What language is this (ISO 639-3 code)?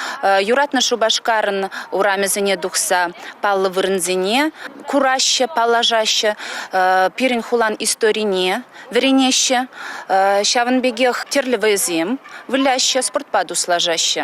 chv